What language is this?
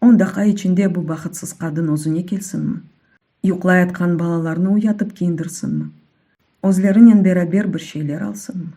Crimean Tatar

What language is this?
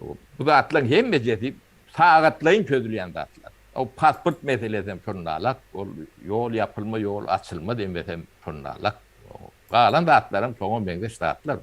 Turkmen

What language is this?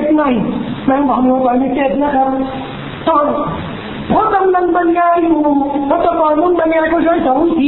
Thai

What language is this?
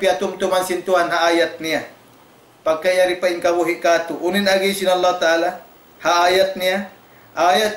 Tausug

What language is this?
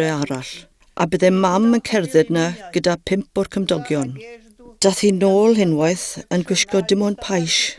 Welsh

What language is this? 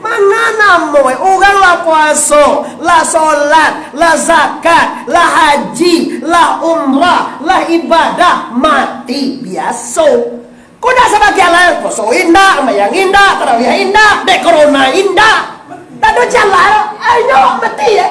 Minangkabau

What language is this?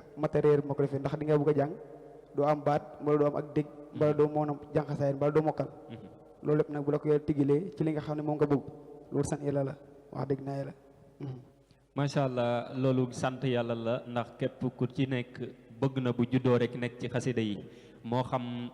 Wolof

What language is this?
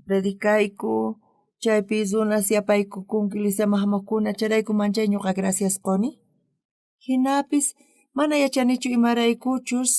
South Bolivian Quechua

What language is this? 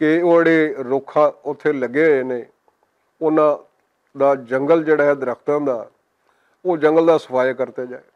Western Panjabi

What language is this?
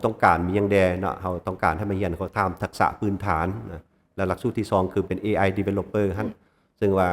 Lao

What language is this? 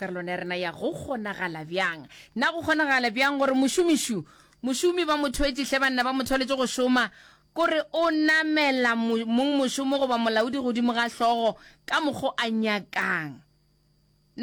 Northern Sotho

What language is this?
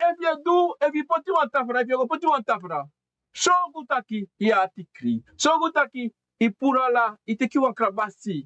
Sranan Tongo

